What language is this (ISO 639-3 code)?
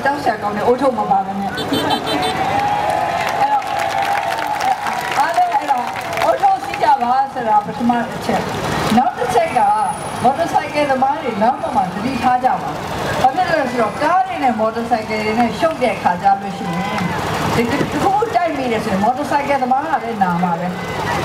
mya